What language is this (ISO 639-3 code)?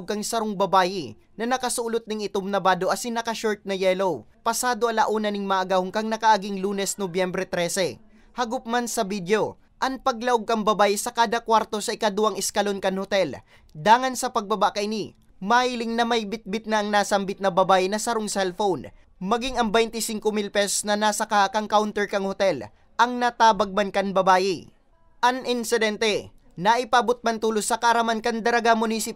bik